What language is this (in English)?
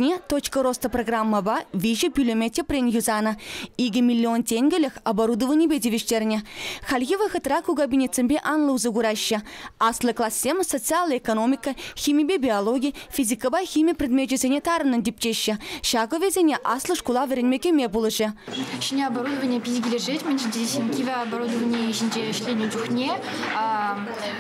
Chuvash